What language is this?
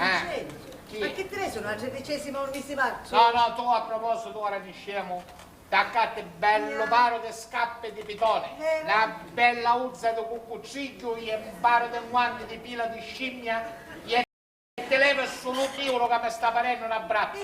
Sicilian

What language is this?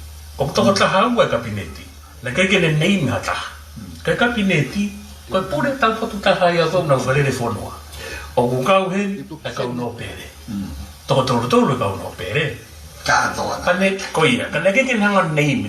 Tongan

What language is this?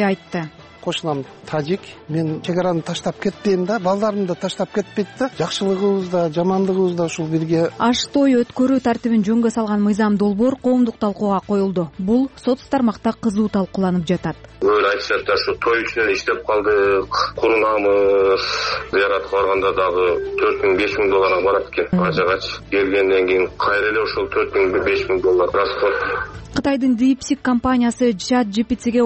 Kyrgyz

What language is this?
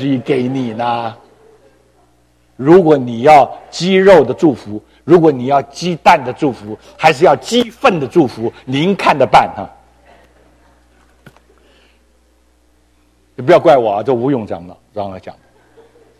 Chinese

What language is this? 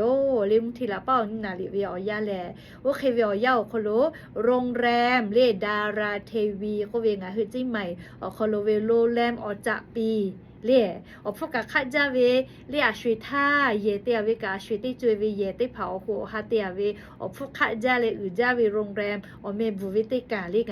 Lahu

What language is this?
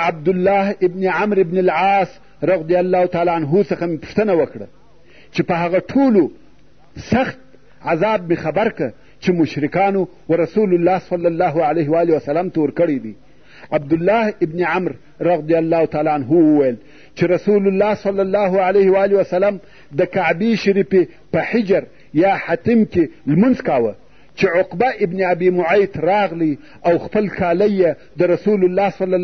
Pashto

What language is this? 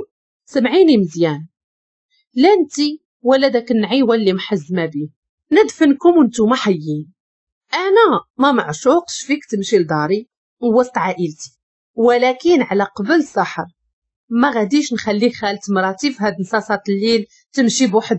Moroccan Arabic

